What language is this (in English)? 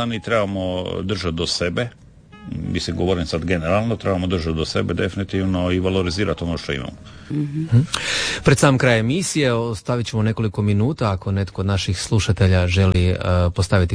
Croatian